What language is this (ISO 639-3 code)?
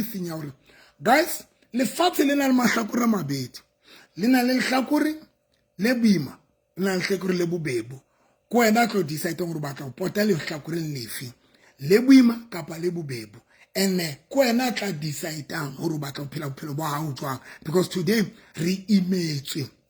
sot